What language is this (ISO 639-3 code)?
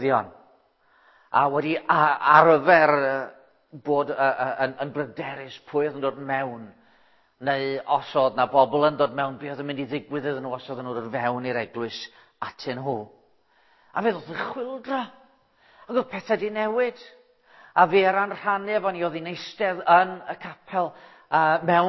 cym